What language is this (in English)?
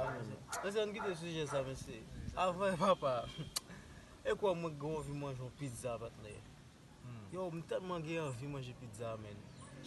Haitian Creole